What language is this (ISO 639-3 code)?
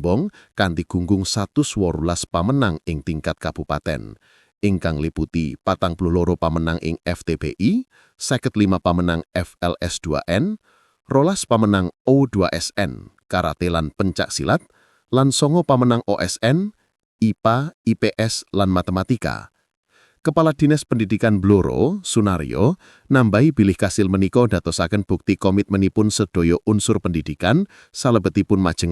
jav